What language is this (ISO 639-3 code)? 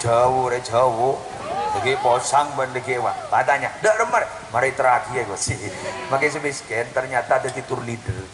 mad